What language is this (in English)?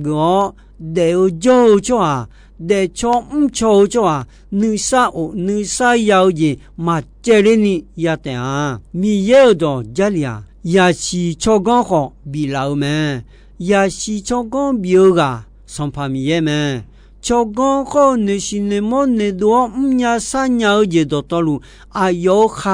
Akha